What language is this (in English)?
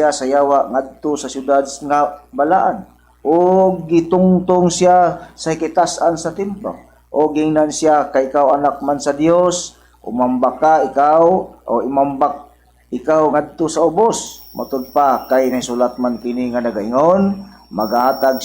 Cebuano